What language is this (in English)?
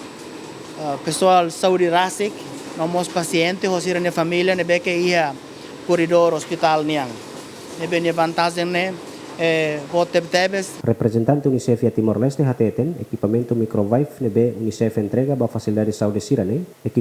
Tetum